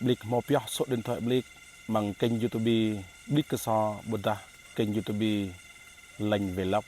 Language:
Jarai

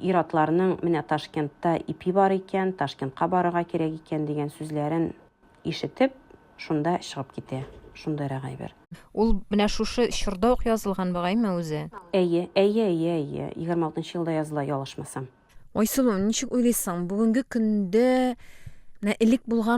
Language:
Tatar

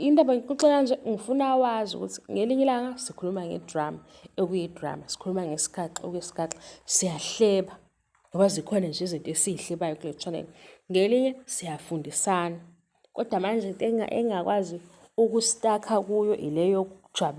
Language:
Zulu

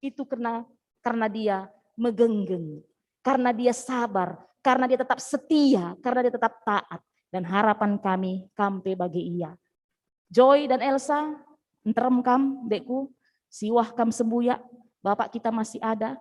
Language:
Batak Karo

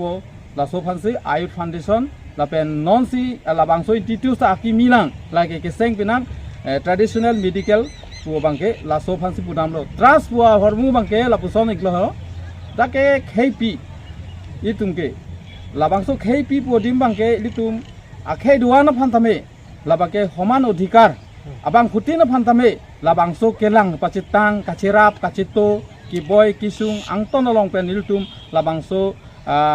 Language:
Karbi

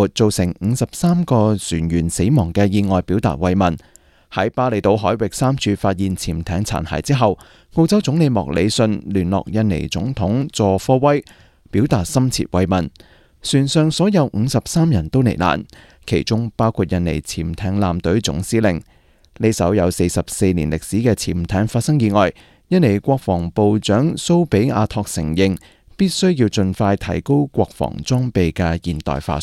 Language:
Cantonese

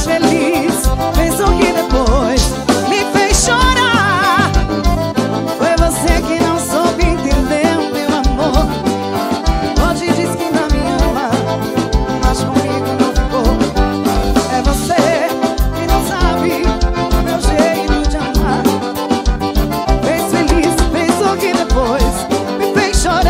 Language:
Portuguese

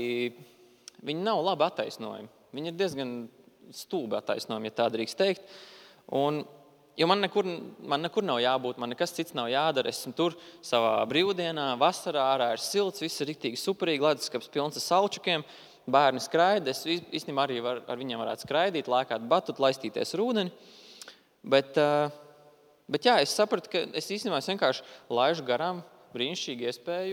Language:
Latvian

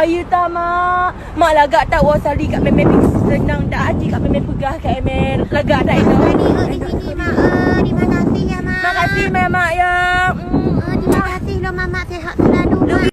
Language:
Achinese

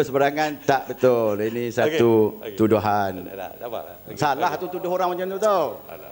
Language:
Malay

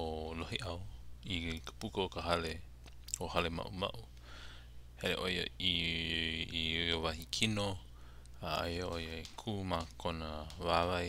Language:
Hawaiian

